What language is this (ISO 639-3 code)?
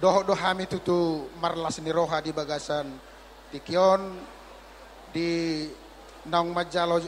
bbc